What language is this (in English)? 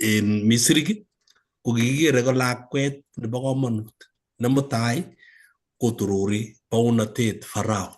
Kalenjin